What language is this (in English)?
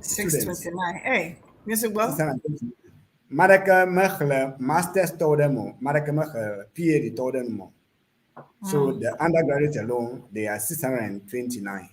Ewe